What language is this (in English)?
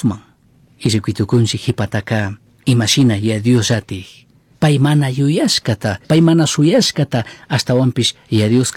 Chimborazo Highland Quichua